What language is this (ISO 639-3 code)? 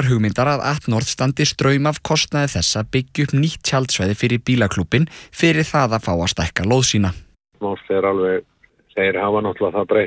isl